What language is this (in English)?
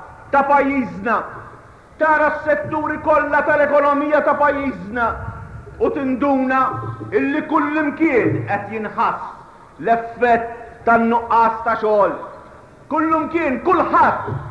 Maltese